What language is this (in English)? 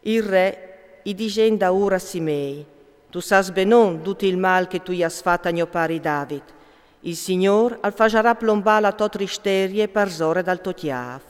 Friulian